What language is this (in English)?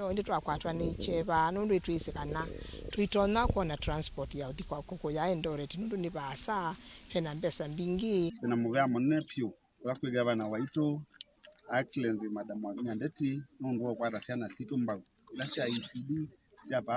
Kamba